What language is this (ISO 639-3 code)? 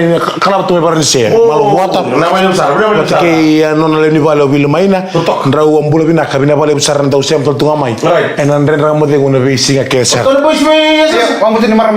fij